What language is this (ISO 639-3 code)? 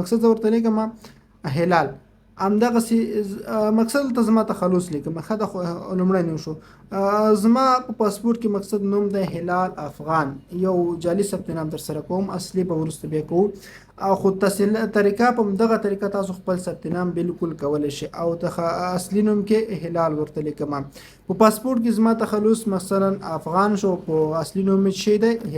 pus